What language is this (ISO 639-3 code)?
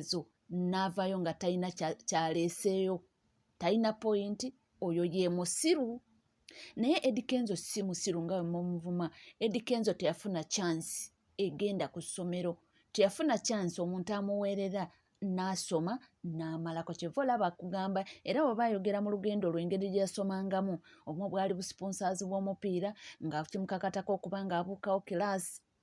lug